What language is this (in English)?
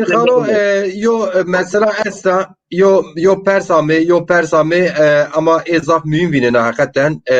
Zaza